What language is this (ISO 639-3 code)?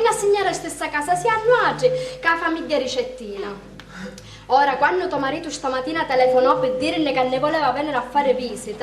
scn